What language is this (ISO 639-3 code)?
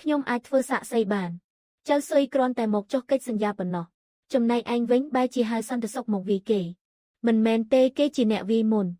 khm